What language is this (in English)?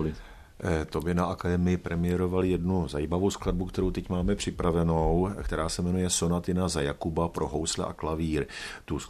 Czech